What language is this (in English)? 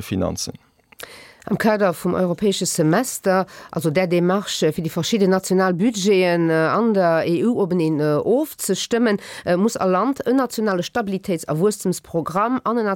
Luxembourgish